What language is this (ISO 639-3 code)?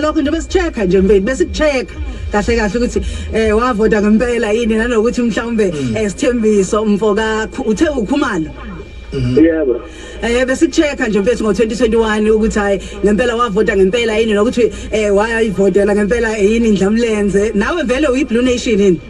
zul